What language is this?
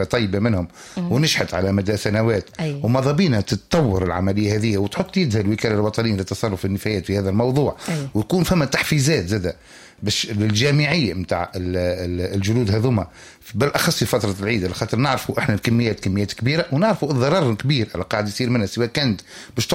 Tunisian Arabic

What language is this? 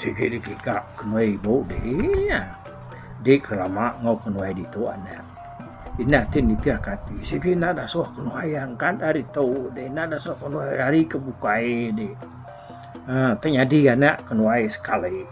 Iban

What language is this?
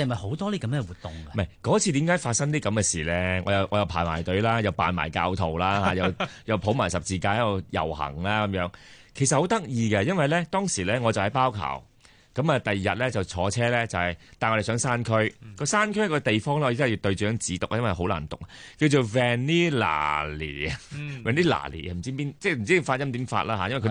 Cantonese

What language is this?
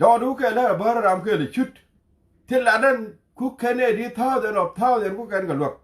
Nuer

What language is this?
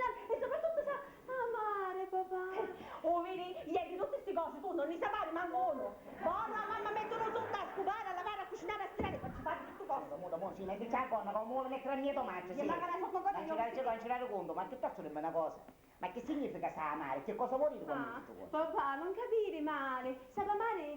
Sicilian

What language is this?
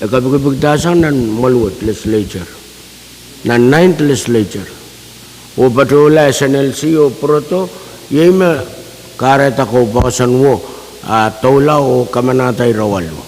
Pohnpeian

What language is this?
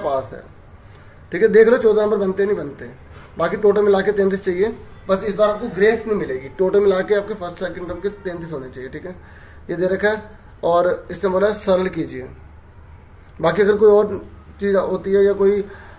Hindi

